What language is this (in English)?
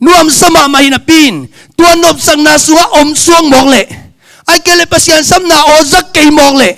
Tedim Chin